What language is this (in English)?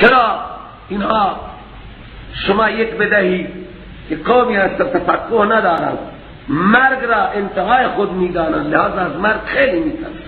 Persian